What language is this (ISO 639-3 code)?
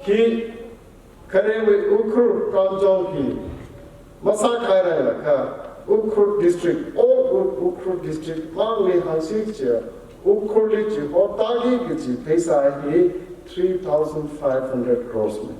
nmf